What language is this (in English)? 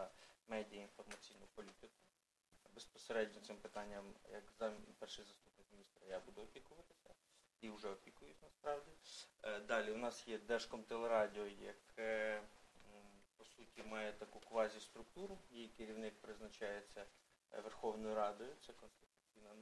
Ukrainian